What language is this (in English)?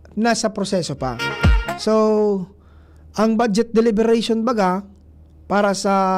Bikol